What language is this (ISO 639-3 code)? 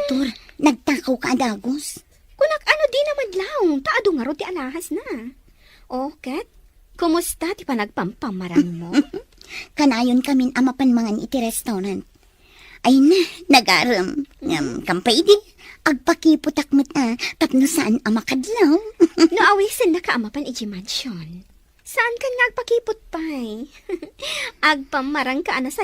ilo